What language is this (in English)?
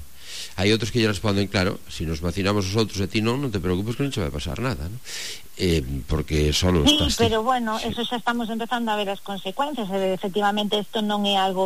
Galician